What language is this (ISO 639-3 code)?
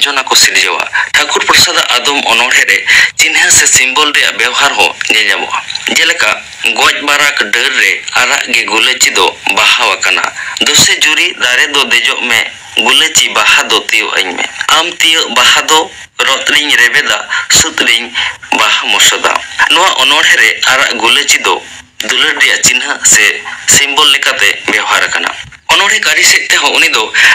sat